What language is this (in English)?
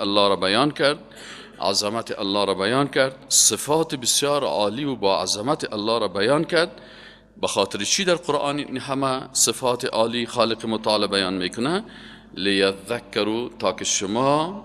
Persian